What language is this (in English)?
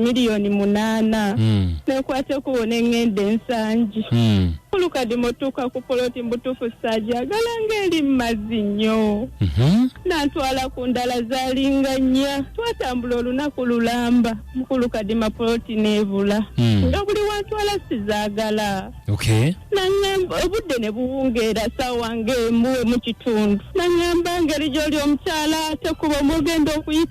Ganda